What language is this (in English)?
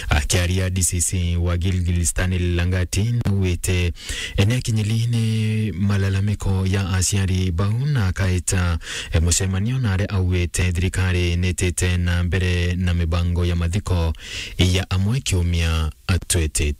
Meru